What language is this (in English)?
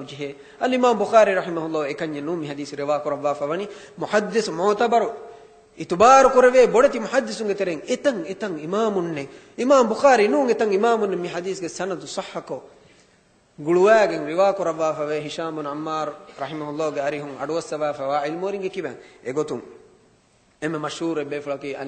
Divehi